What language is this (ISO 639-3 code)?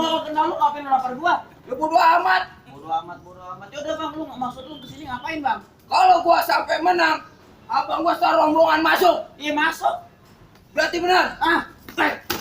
bew